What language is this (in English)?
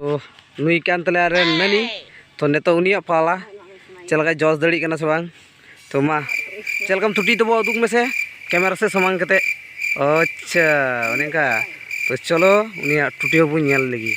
Santali